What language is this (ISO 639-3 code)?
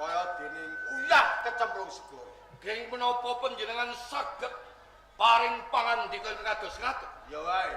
jav